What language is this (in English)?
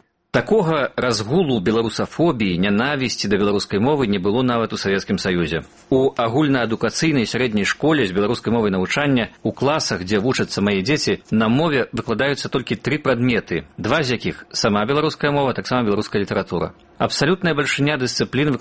Belarusian